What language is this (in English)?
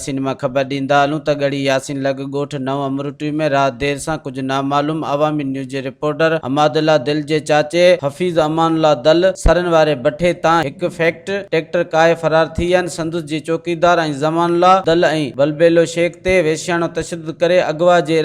Sindhi